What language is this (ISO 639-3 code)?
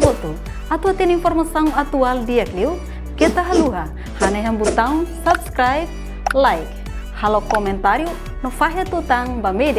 tet